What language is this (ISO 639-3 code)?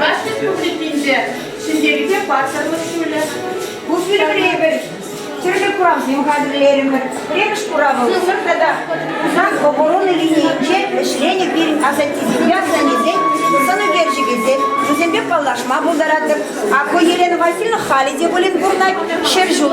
chv